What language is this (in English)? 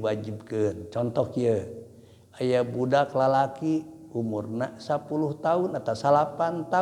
Sundanese